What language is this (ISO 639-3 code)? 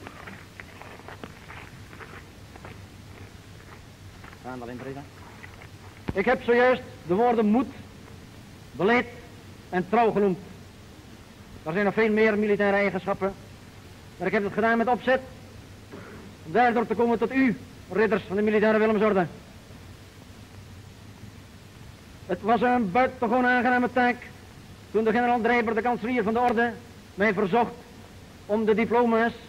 nld